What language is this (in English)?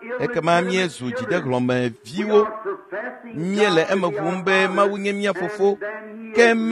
Ewe